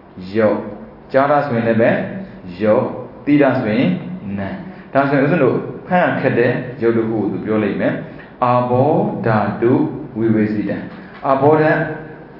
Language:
Burmese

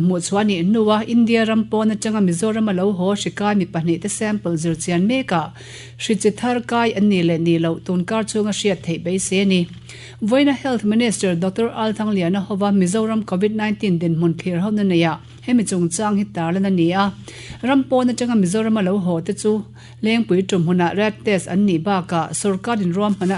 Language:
Mizo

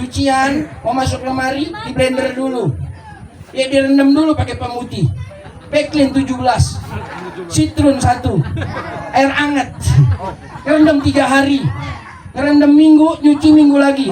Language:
Betawi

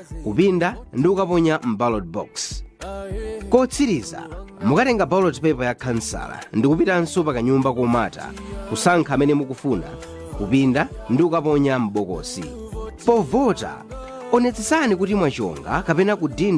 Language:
Nyanja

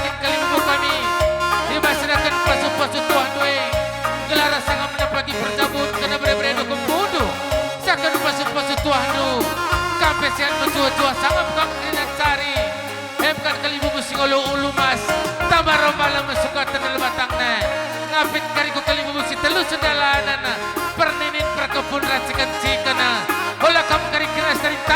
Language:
Batak Karo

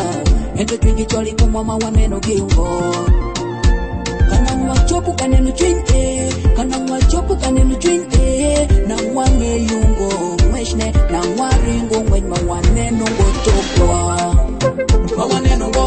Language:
Swahili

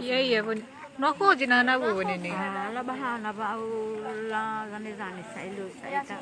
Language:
Nias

